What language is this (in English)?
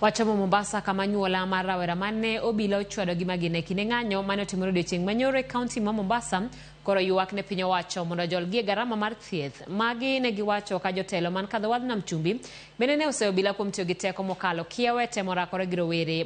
Luo (Kenya and Tanzania)